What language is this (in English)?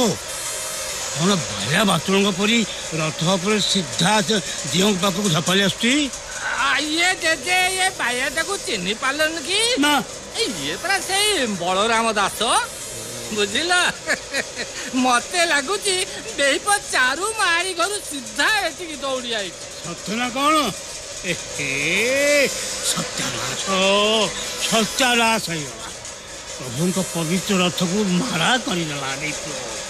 Odia